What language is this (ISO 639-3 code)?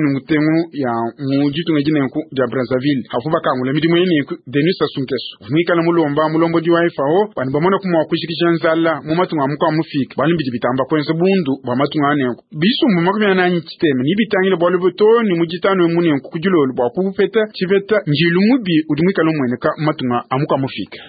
lua